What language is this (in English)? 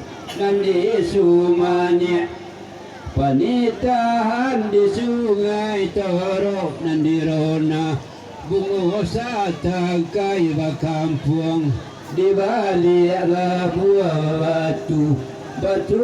Minangkabau